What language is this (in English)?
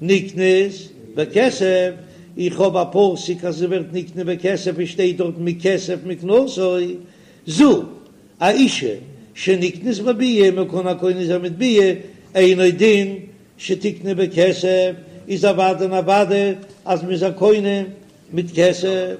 Yiddish